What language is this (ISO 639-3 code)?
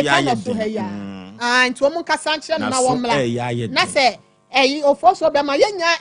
aka